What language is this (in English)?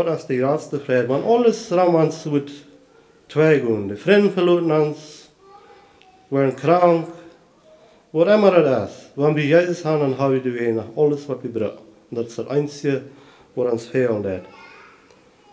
German